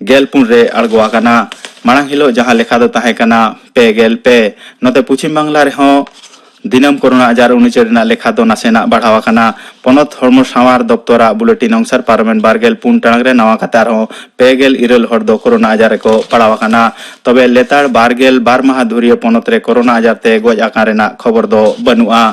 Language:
Santali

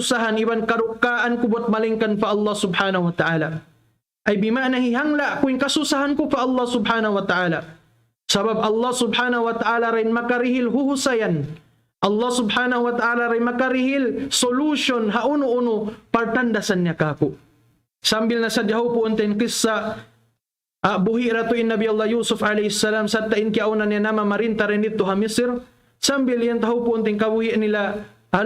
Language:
Tausug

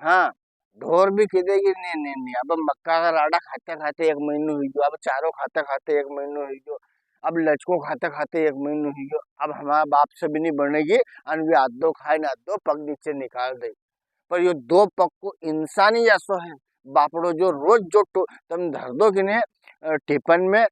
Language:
Rajasthani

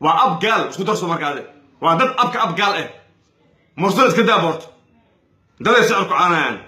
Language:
Somali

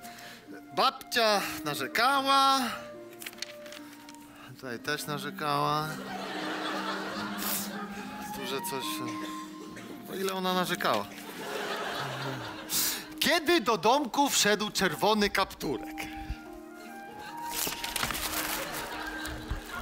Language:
Polish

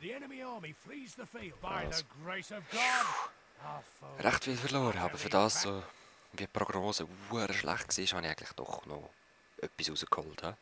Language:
Swiss German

